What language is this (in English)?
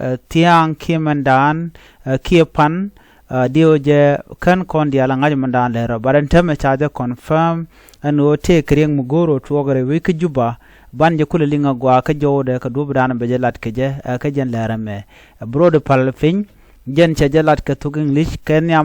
Nuer